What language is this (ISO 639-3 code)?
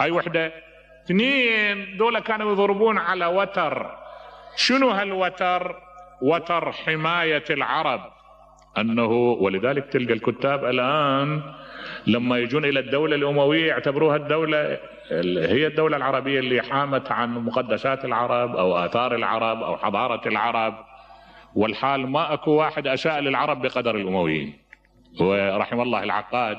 acm